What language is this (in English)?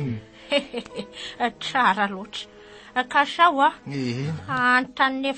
Malagasy